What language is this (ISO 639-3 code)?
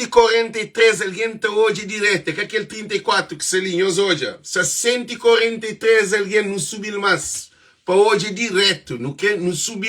kea